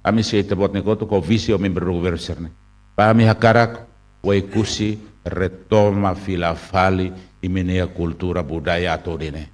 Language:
Tetum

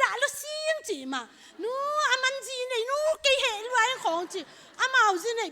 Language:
Tedim Chin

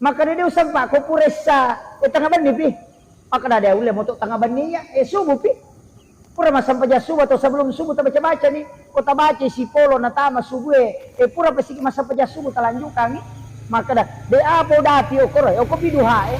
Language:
Buginese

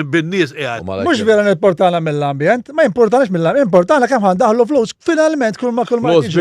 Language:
Maltese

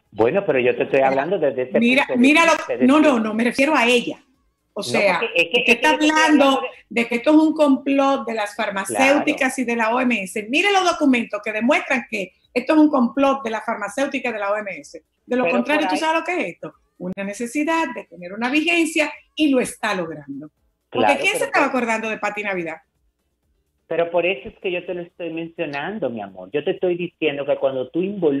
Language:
Spanish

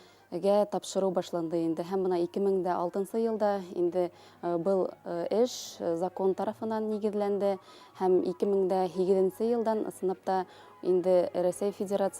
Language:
Bashkir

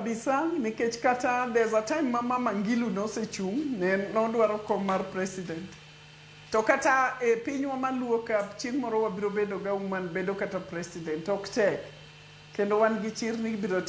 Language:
Luo (Kenya and Tanzania)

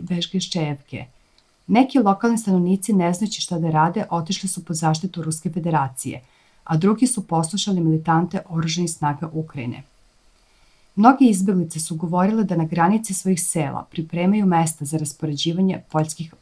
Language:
Serbian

